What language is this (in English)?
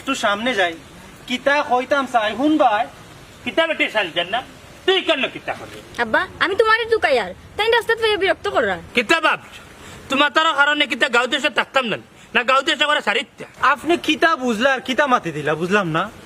Sylheti